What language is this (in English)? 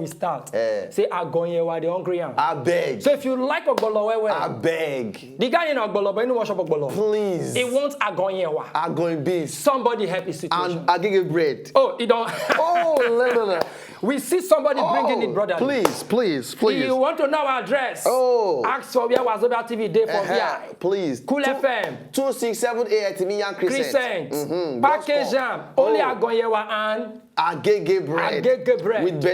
Nigerian Pidgin